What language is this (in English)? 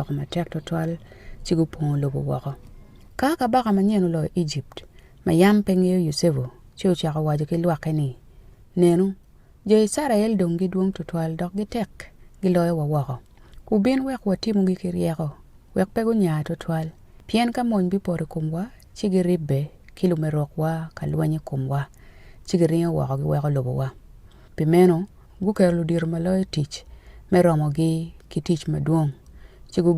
Acoli